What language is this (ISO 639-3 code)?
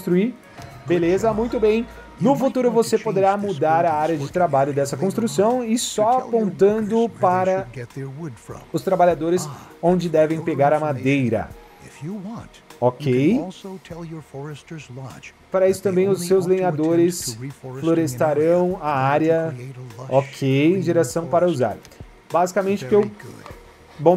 por